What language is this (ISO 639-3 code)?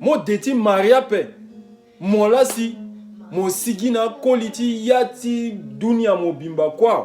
sag